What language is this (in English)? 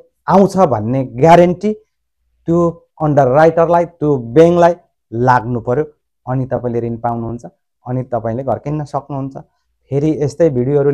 Nepali